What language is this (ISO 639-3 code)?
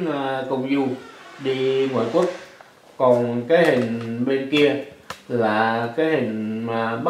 vie